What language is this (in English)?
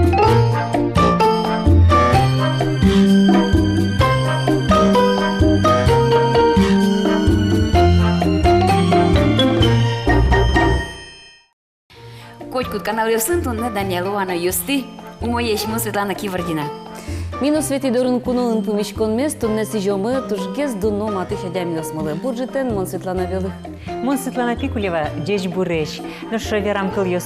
Udmurt